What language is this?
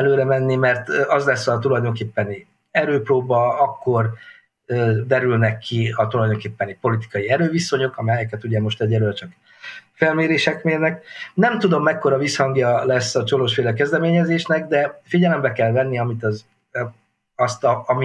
Hungarian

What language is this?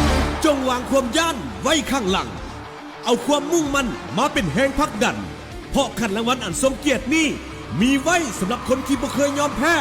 Lao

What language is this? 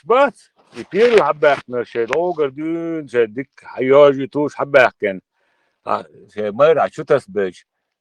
Chechen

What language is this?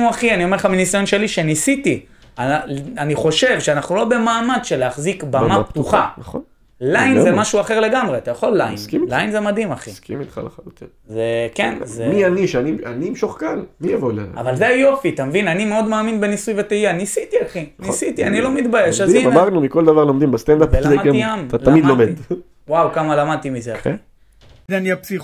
Hebrew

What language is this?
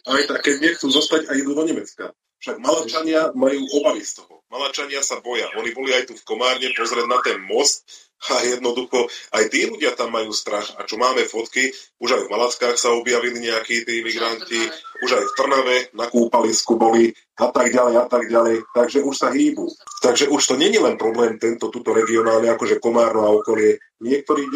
Slovak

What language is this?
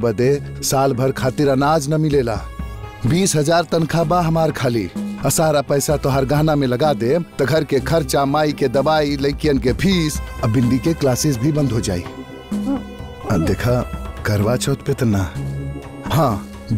Bhojpuri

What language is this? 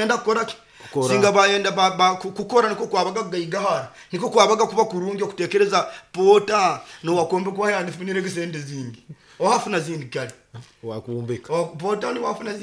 Nyoro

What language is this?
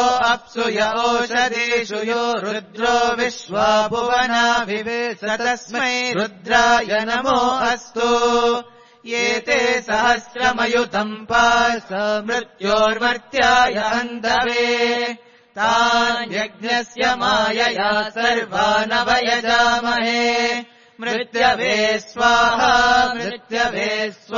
Sanskrit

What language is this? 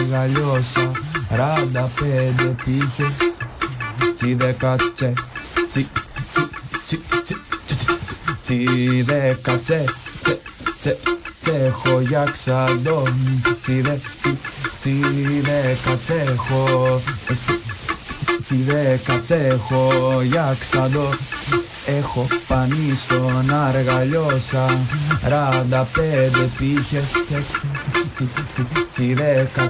Greek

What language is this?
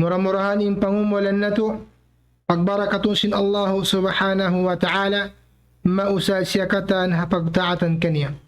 Tausug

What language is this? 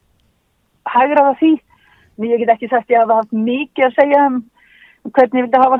Icelandic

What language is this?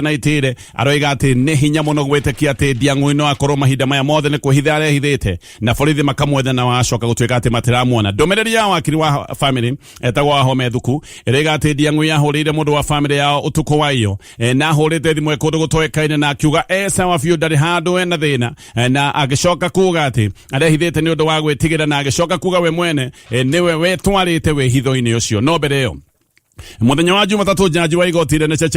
Kikuyu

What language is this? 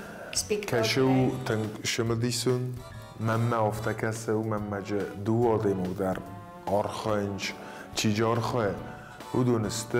Ossetic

